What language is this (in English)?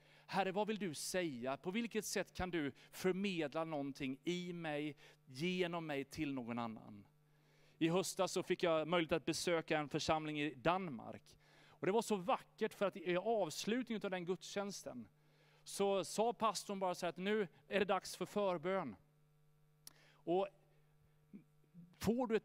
Swedish